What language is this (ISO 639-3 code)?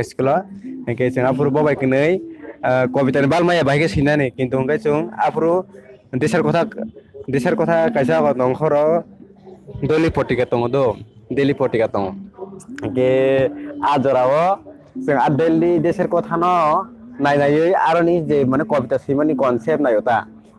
trp